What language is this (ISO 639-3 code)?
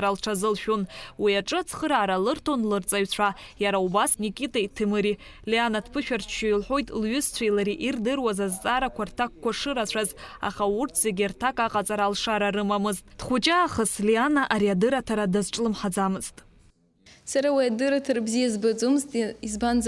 abk